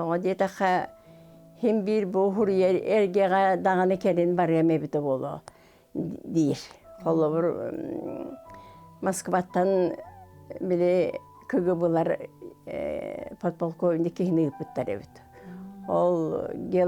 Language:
Yakut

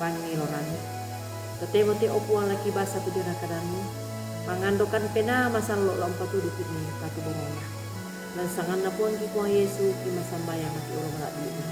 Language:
Toraja-Sa'dan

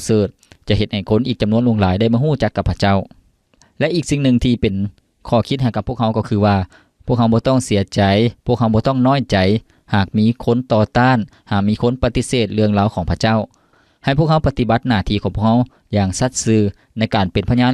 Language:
Lao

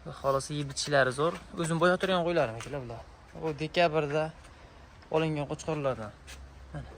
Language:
Uzbek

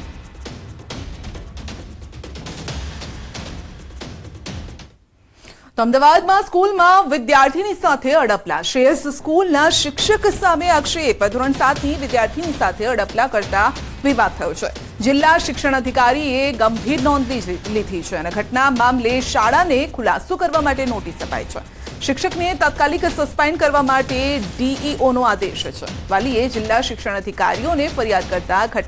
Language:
Gujarati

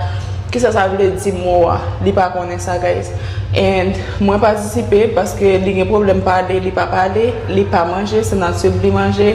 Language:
Haitian Creole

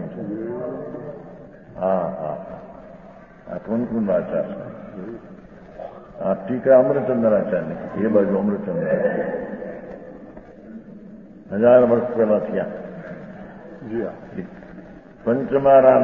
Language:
Gujarati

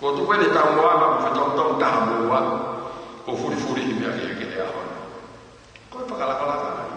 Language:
Tongan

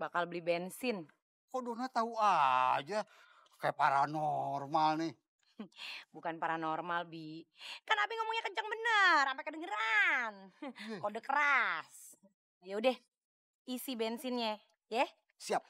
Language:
Betawi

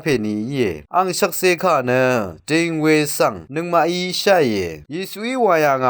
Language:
Rawang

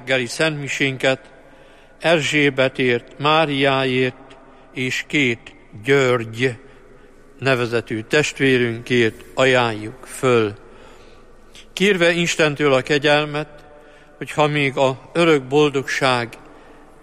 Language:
Hungarian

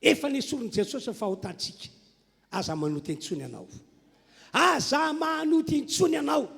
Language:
Malagasy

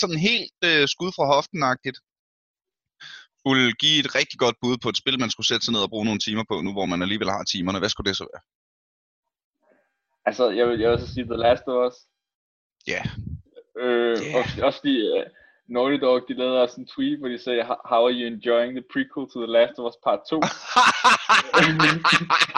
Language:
Danish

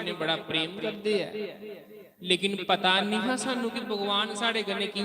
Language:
Dogri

